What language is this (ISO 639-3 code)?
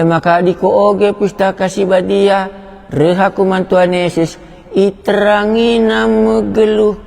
btx